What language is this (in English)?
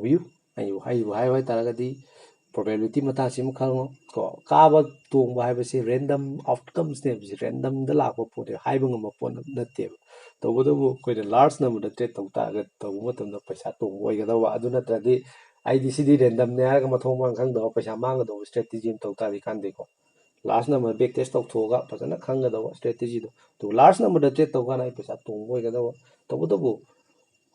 Manipuri